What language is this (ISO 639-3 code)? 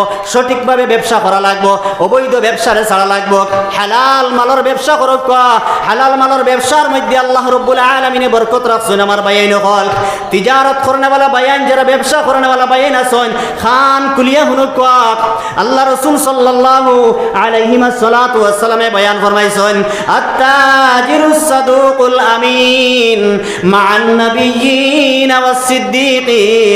syl